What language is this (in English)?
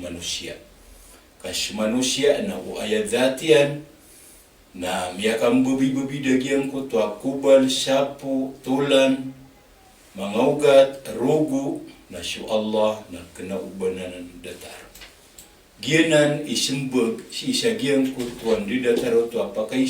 Maranao